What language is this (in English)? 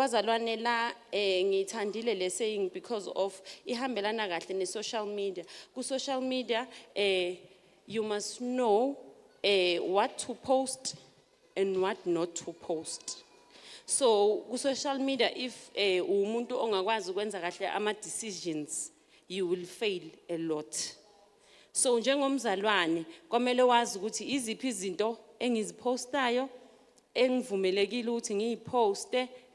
Zulu